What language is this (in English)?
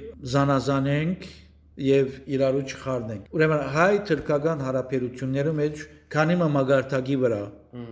Western Armenian